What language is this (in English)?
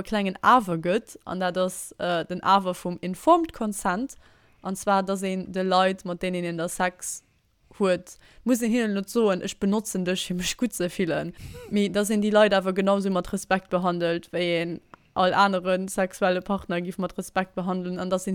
Luxembourgish